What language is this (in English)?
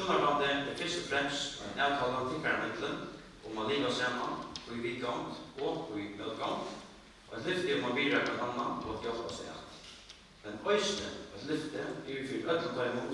Faroese